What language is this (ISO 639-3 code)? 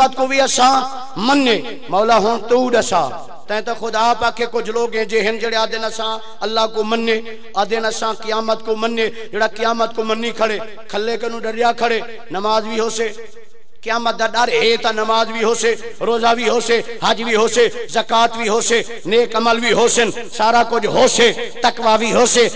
skr